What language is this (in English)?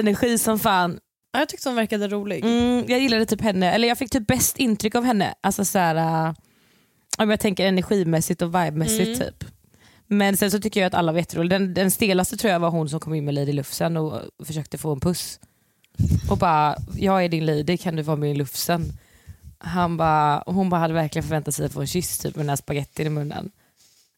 Swedish